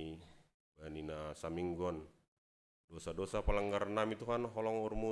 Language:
Batak Simalungun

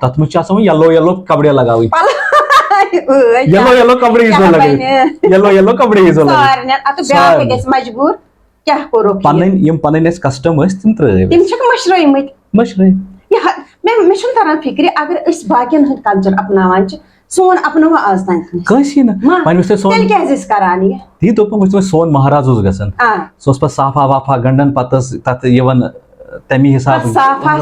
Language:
Kashmiri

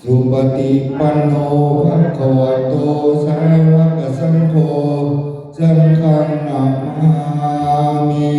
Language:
Pali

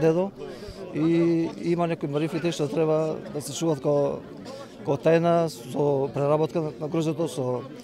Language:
Macedonian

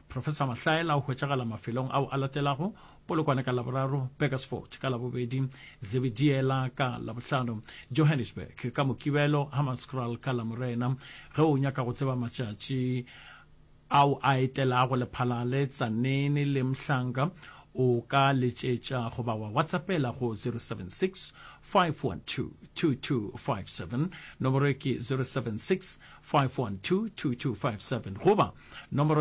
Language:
Northern Sotho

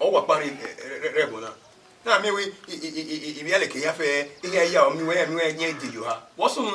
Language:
Bini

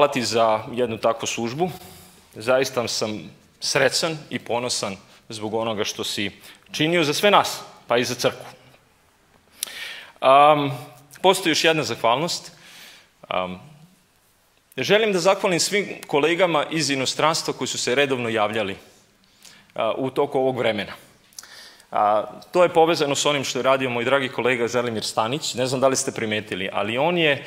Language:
Serbian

